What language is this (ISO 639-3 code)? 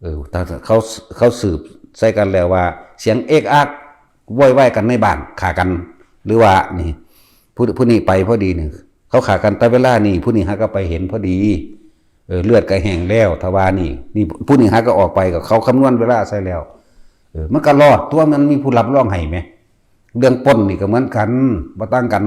tts